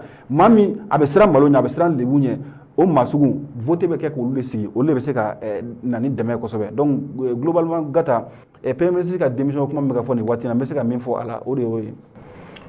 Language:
Bambara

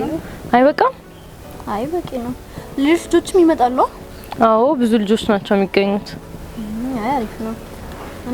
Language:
Amharic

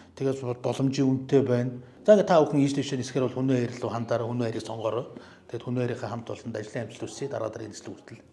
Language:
Mongolian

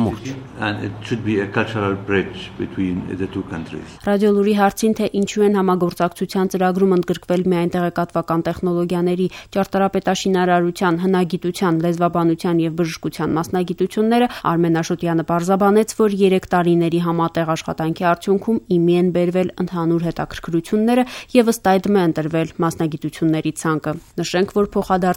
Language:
Armenian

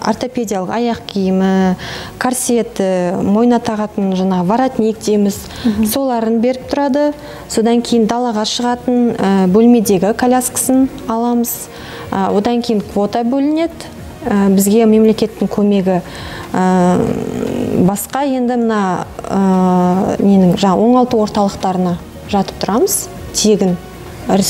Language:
Kazakh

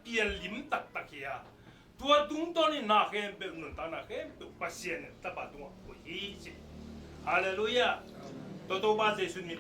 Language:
Tedim Chin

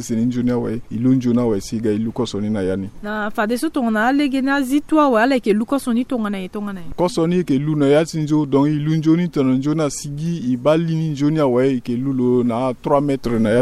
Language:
Sango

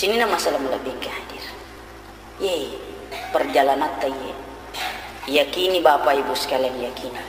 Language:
Buginese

